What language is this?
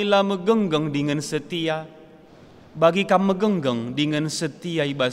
Batak Karo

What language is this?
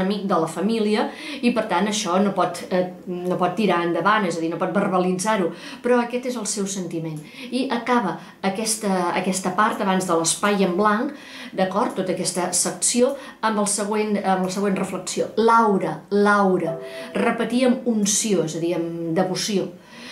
Catalan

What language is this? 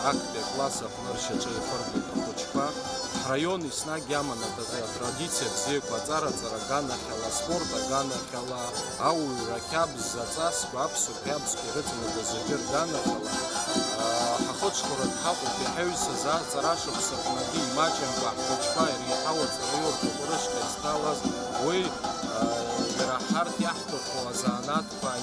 Abkhazian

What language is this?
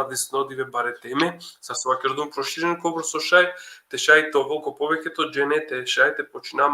Balkan Romani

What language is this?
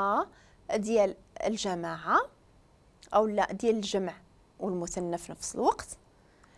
Moroccan Arabic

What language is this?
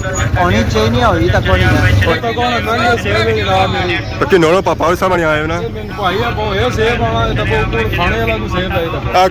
Pahari-Potwari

